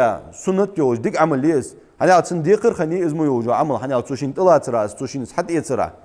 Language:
Ingush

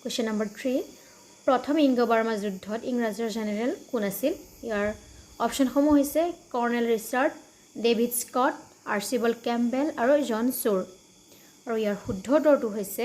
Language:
Assamese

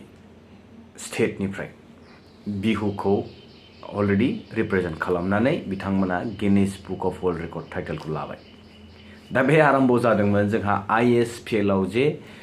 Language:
Bodo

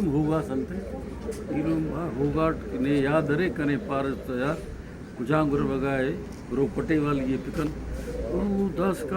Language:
Brahui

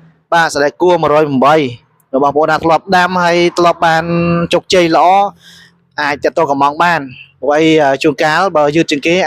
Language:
Khmer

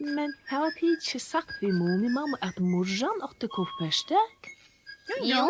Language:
Faroese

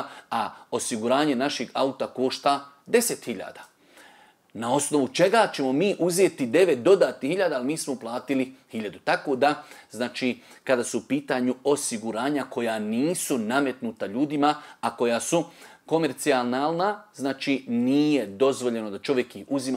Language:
Bosnian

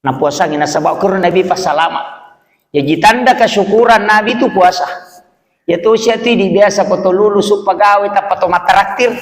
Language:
Buginese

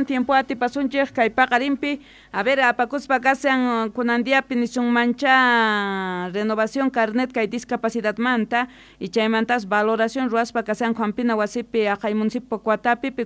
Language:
South Bolivian Quechua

